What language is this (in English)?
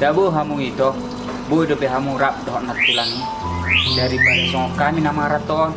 Batak Toba